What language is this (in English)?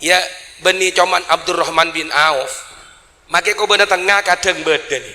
Madurese